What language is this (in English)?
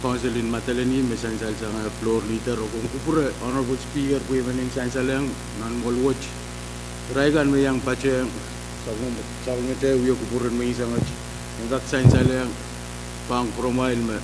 Pohnpeian